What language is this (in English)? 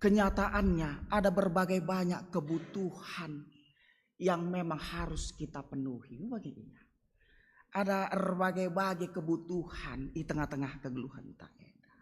Batak Karo